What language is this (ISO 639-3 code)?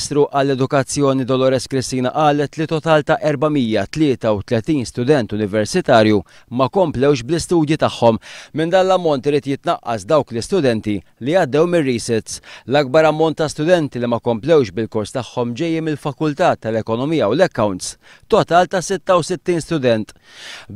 mlt